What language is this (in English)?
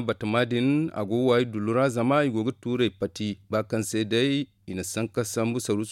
Zarma